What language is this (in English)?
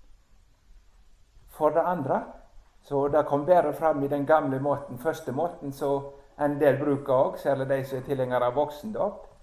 Norwegian